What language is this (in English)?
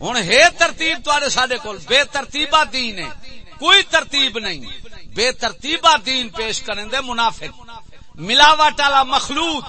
Saraiki